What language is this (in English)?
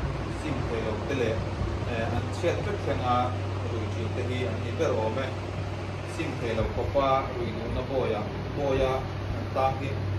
Hmar